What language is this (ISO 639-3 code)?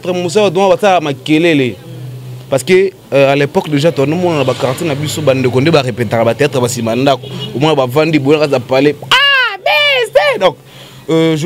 lin